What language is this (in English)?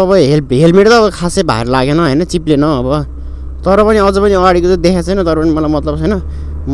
Nepali